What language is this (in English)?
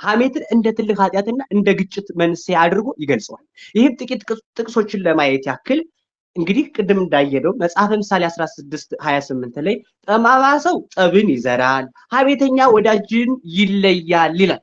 Amharic